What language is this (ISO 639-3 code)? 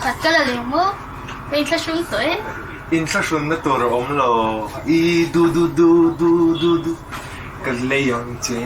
lus